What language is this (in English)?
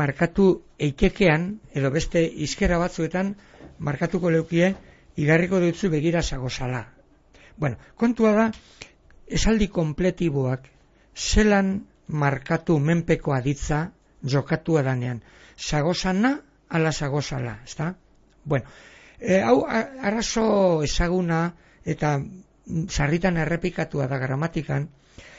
Basque